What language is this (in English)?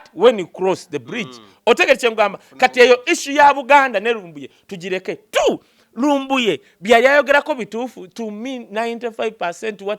Ganda